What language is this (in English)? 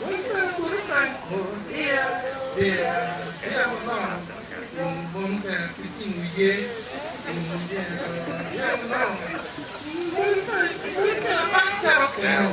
Acoli